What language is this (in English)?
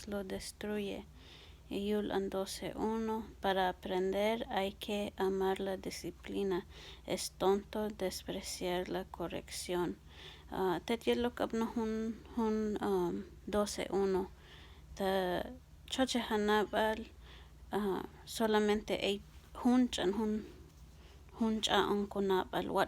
Q'anjob'al